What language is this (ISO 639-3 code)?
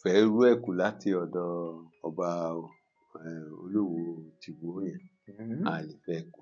yor